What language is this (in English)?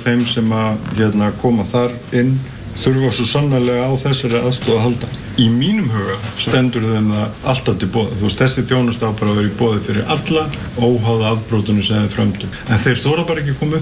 Icelandic